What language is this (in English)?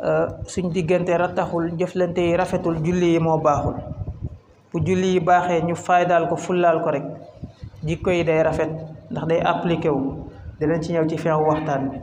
Wolof